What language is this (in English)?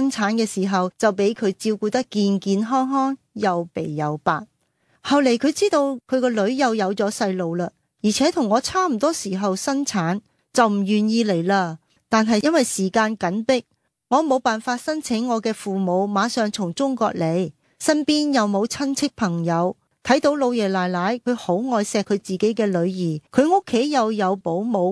Cantonese